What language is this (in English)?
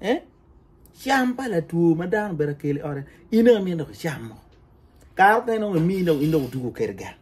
Acoli